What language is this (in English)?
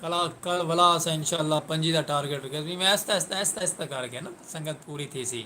Saraiki